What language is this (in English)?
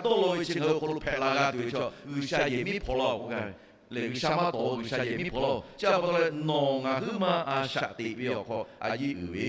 Lahu